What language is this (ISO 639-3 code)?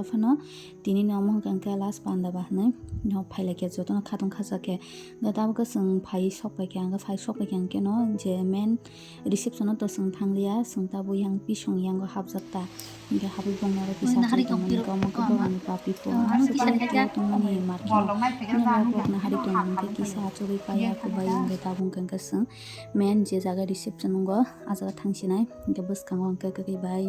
trp